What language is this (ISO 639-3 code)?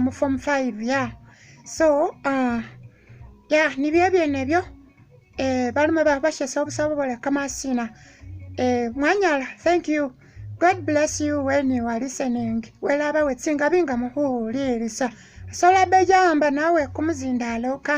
myx